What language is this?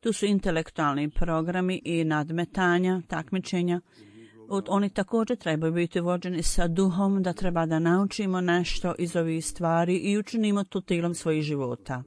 Bosnian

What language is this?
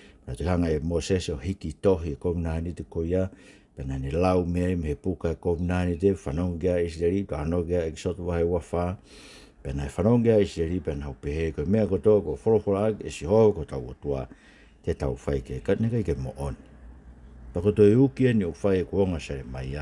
Tongan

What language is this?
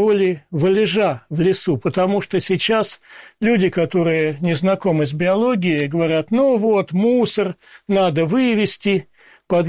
Russian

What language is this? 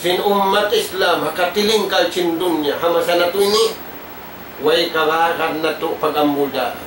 Tausug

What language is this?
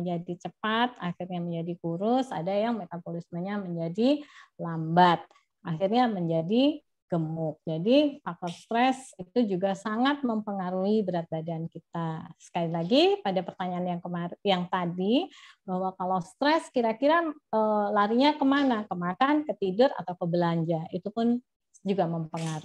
Indonesian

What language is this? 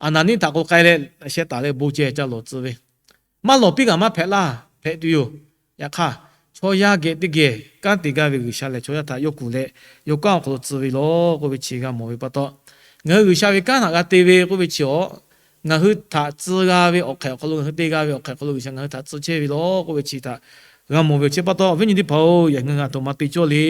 Lahu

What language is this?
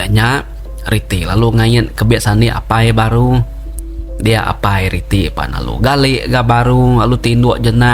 Iban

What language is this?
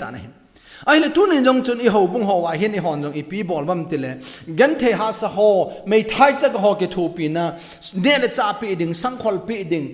Thado Chin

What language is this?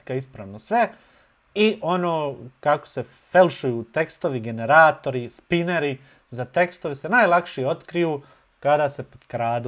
Bosnian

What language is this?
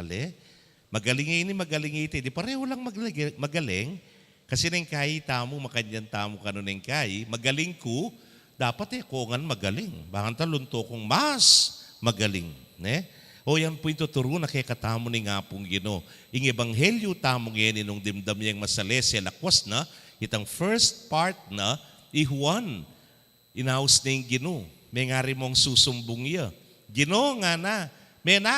Pampanga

